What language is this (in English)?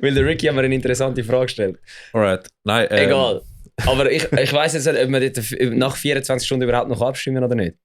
Swiss German